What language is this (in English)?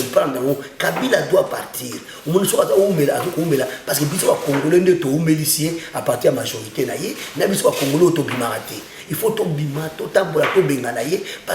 Lingala